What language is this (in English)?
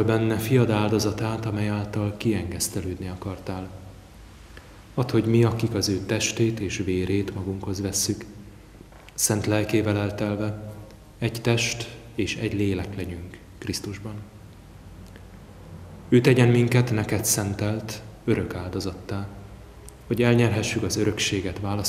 Hungarian